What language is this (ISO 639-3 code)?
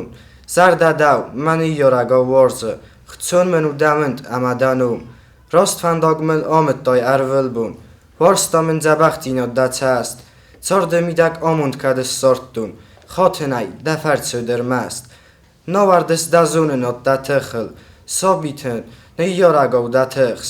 oss